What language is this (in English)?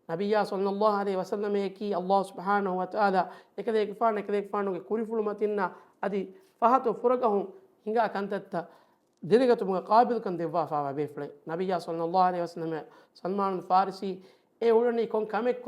Divehi